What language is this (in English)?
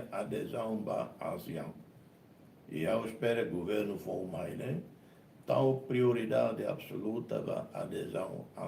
Tetum